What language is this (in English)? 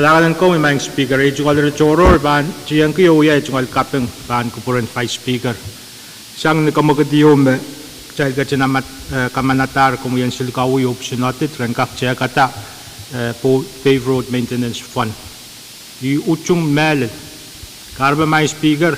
Pohnpeian